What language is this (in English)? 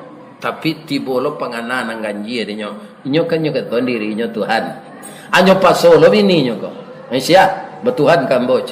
Minangkabau